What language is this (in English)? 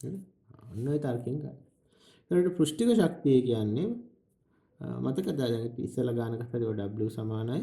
Sinhala